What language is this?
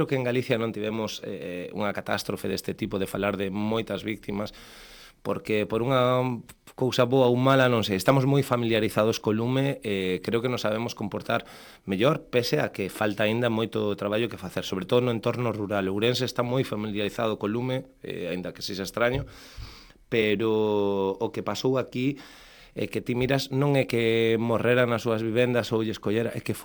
Galician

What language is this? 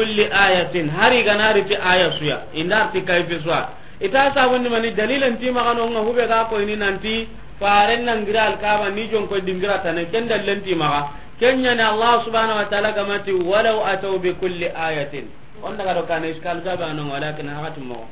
Soninke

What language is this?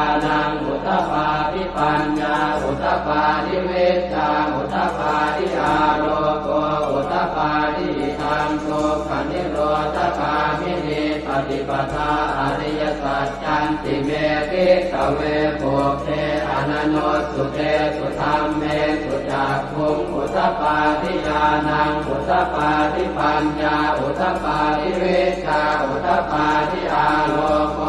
Pali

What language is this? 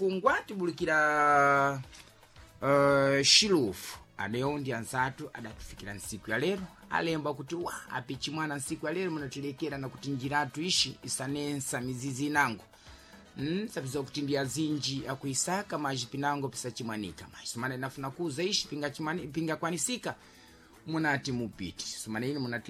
Sena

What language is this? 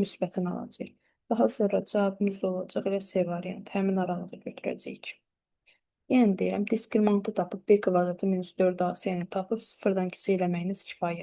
Azerbaijani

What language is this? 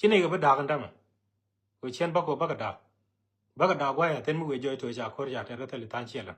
Nuer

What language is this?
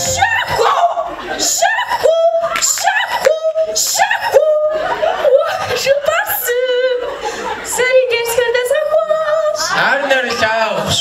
Kabardian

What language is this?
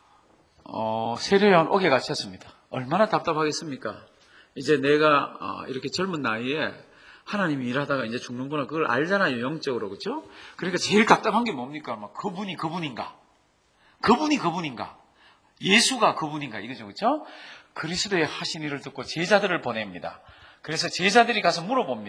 Korean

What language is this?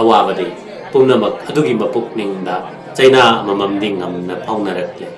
Manipuri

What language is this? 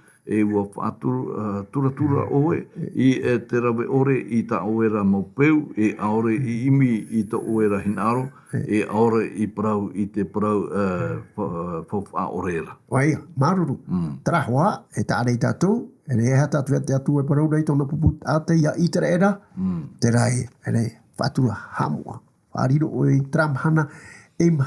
Tahitian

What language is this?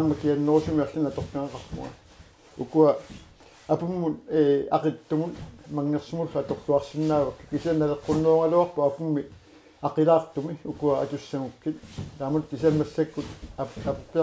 Kalaallisut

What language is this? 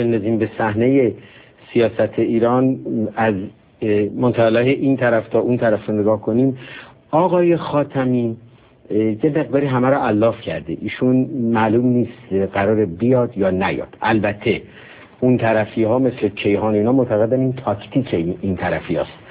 Persian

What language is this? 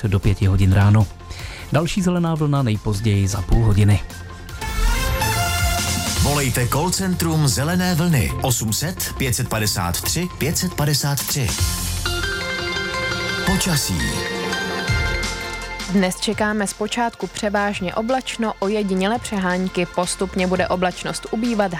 Czech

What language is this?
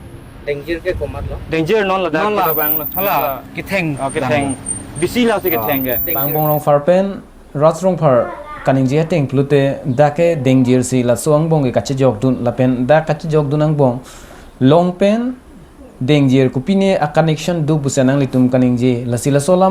Karbi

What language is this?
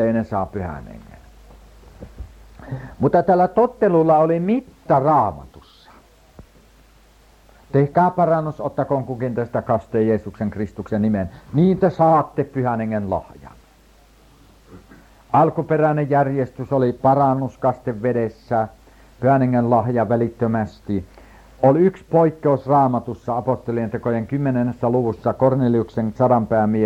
Finnish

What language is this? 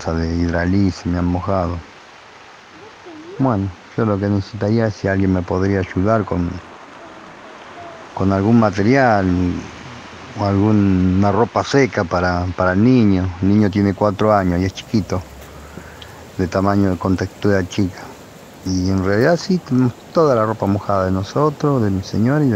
Spanish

